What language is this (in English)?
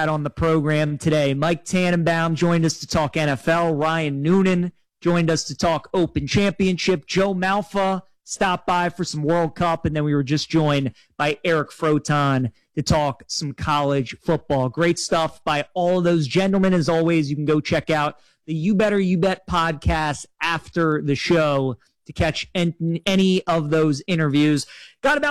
English